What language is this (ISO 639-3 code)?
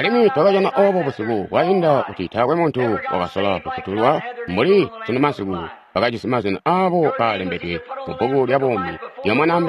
toi